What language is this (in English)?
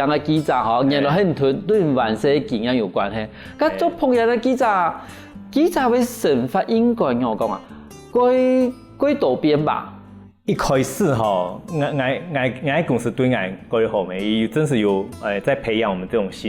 Hakka Chinese